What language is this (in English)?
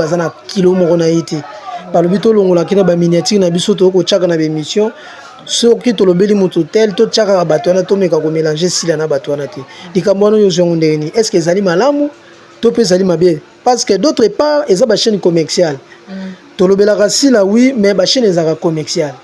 Lingala